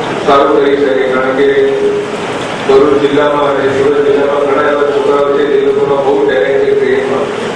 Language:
Gujarati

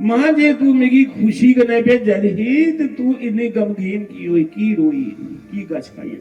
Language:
Dogri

